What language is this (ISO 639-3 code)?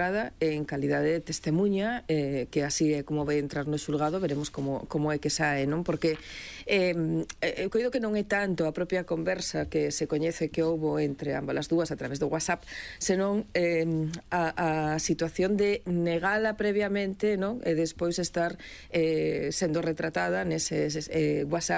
glg